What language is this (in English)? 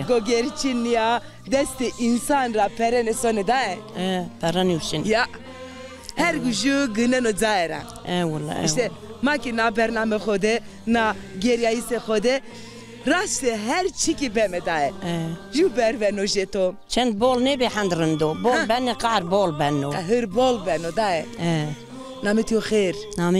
Zaza